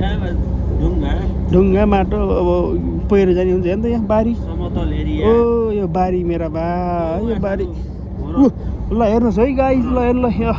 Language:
Nepali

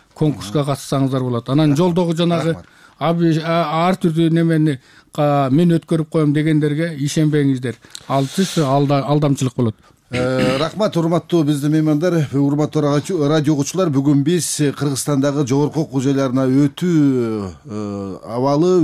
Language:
Kyrgyz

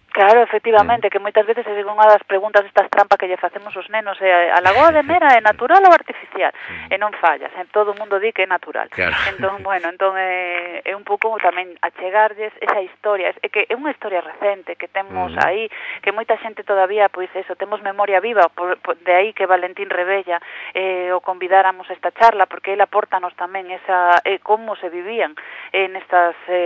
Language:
Galician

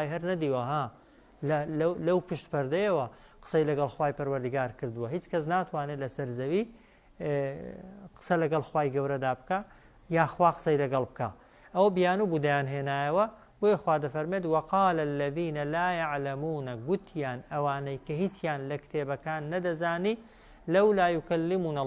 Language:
Central Kurdish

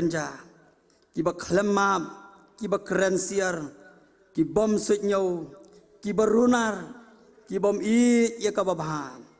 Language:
Khasi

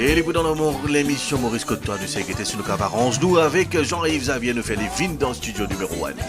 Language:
Morisyen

